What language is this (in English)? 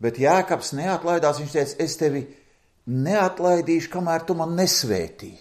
Latvian